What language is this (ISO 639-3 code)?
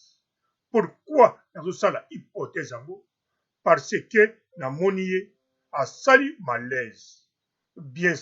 lin